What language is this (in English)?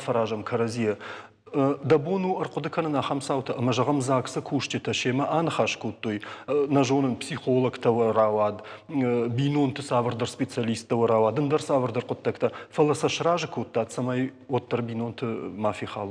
Ossetic